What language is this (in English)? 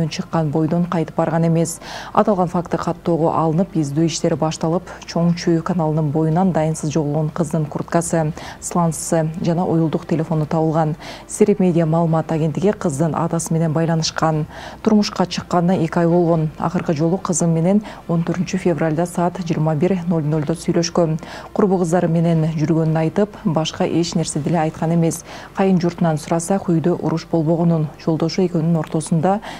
Kyrgyz